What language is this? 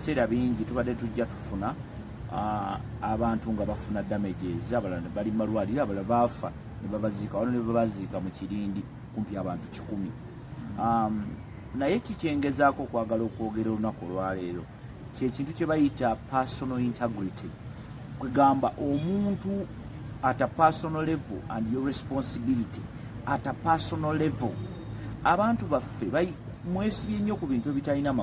Ganda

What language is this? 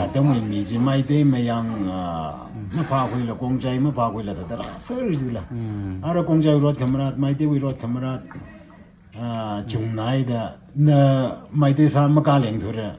Tangkhul Naga (India)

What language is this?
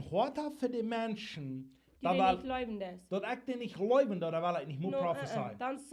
Plautdietsch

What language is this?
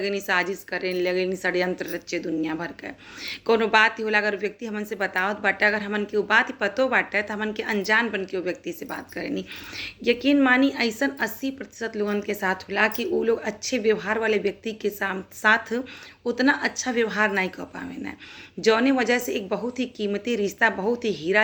Bhojpuri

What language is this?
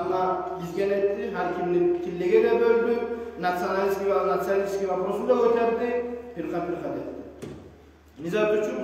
Kumyk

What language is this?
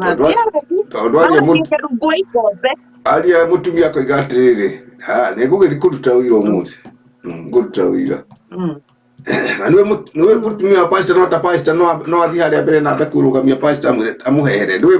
Kikuyu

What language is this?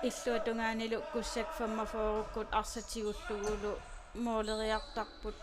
Kalaallisut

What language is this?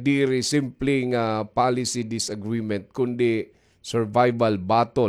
Waray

